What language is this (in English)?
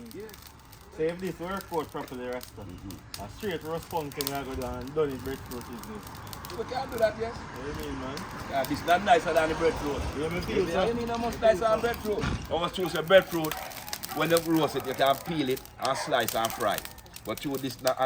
Jamaican Creole English